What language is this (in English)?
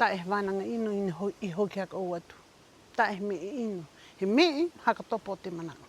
Rapanui